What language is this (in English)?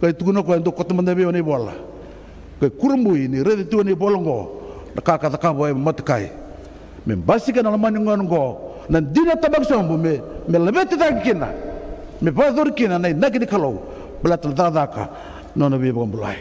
Fijian